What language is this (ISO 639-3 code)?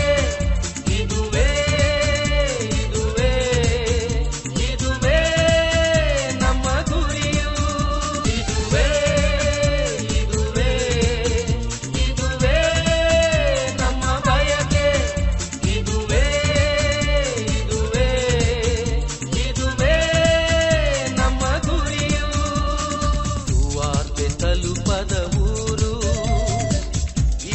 kan